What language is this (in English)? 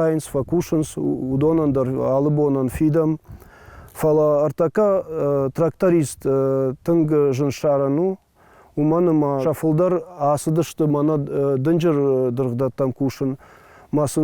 Ossetic